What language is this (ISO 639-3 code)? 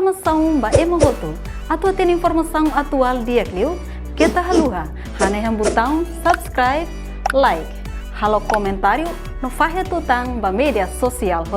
tet